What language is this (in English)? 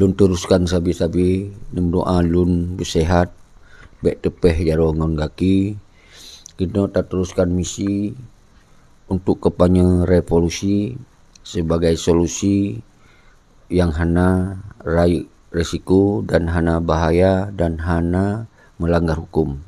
Achinese